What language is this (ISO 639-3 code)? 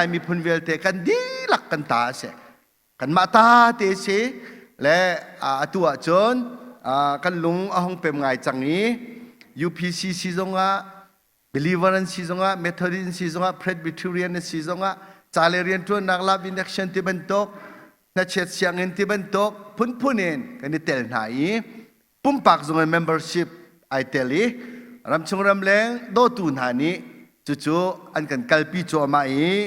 cnh